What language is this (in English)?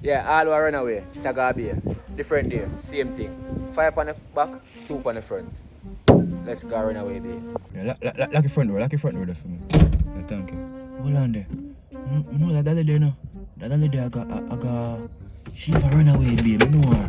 Jamaican Creole English